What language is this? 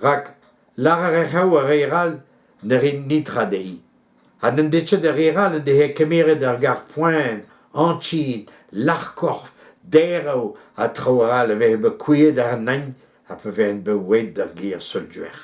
Breton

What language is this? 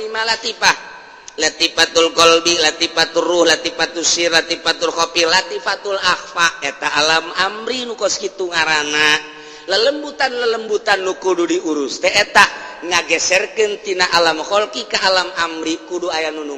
Sundanese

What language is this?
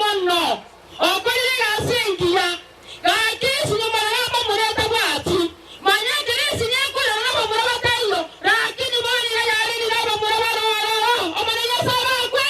Gusii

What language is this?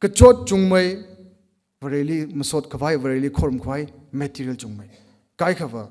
Tangkhul Naga (India)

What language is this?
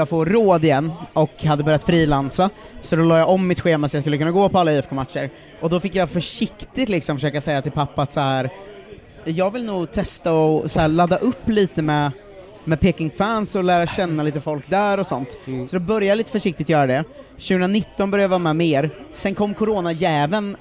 Swedish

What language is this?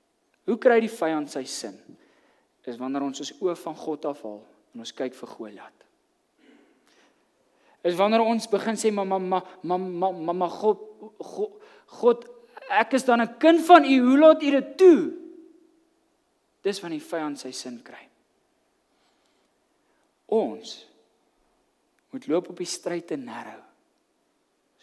Afrikaans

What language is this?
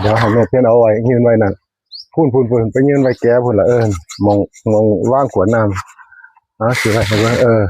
Northeastern Thai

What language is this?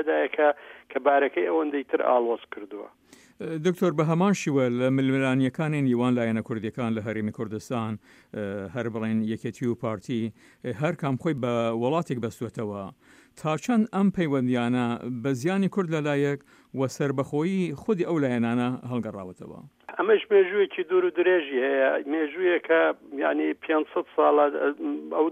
Central Kurdish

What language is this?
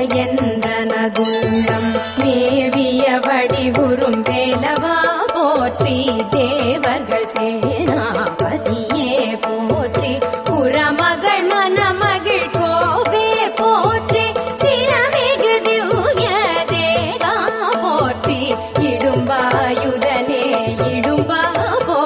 Tamil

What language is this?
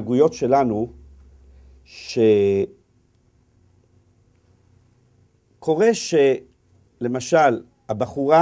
Hebrew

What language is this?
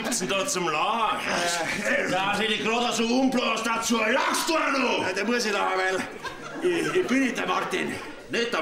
Bavarian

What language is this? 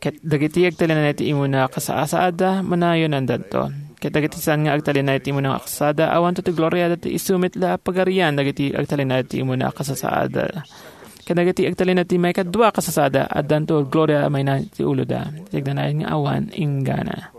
Iloko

